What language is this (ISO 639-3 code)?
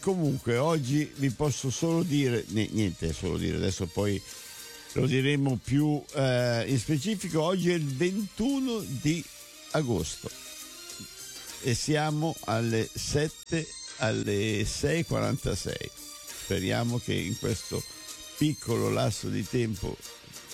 ita